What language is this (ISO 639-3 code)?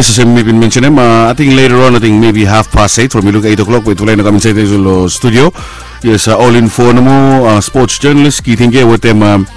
bis